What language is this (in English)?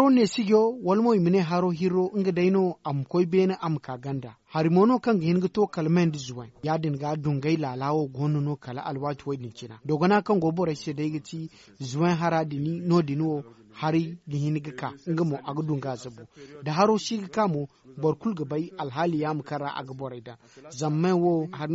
Zarma